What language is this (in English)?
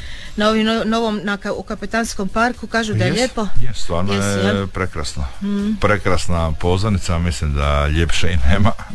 Croatian